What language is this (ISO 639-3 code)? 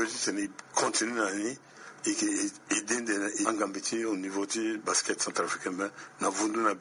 sag